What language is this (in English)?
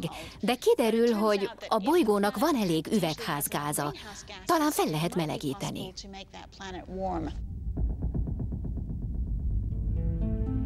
Hungarian